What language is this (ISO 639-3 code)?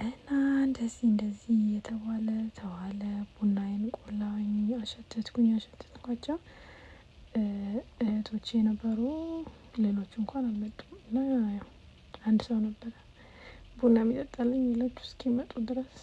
amh